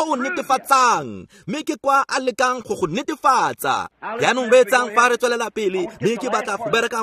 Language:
Tswana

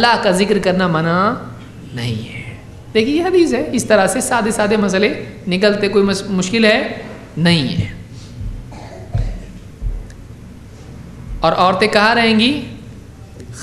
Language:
Urdu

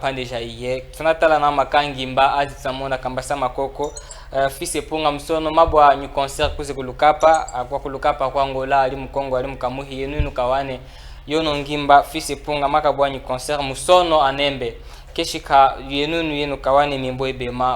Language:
Chokwe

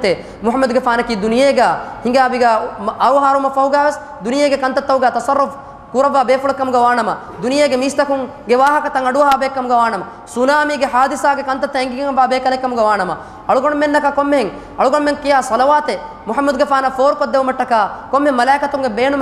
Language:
Divehi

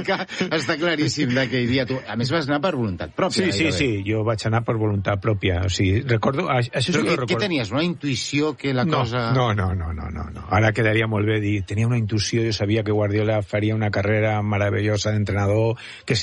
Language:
Catalan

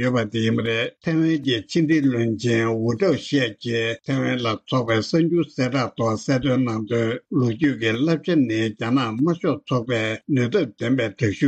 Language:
Tibetan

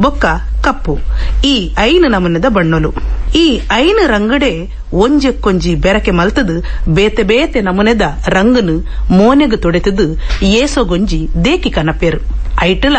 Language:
Tulu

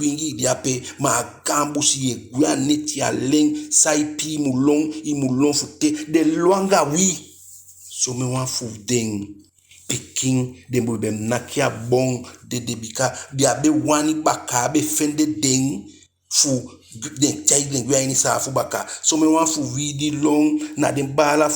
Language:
Eastern Maroon Creole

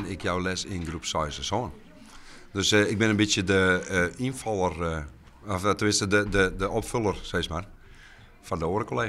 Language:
Western Frisian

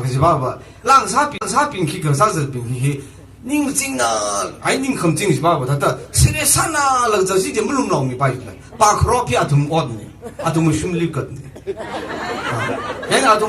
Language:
Tangkhul Naga (India)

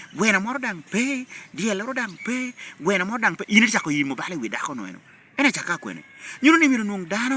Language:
Lango (Uganda)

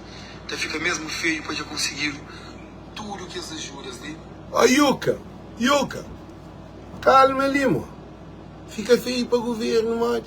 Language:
Kabuverdianu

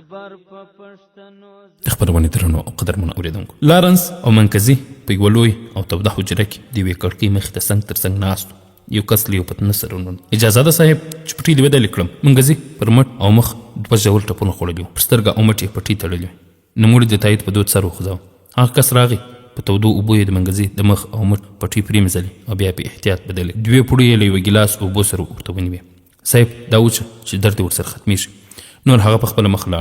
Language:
Pashto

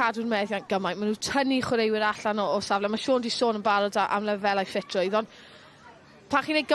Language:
Welsh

